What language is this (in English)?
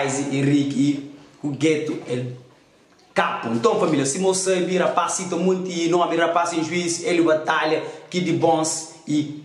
Kabuverdianu